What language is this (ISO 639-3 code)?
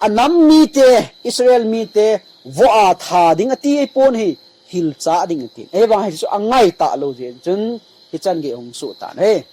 tcz